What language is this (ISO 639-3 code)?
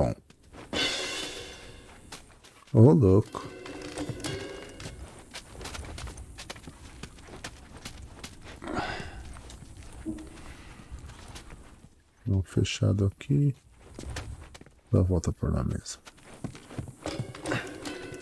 por